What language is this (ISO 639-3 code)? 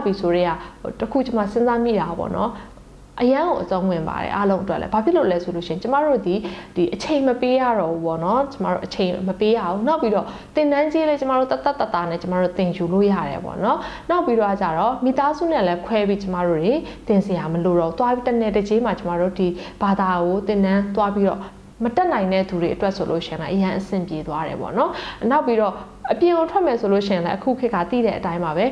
mya